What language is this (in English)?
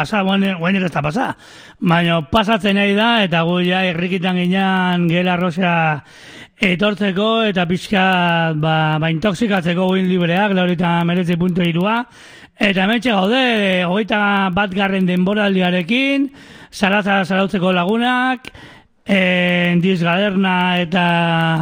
Basque